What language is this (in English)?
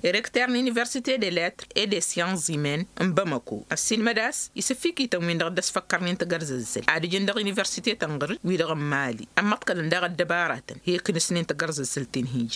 Tamasheq